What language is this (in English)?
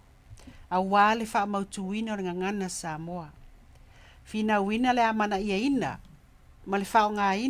Samoan